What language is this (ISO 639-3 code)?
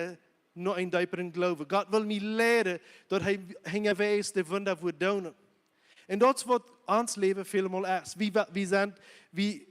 pdt